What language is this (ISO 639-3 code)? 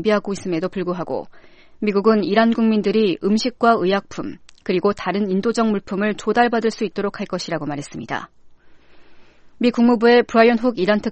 kor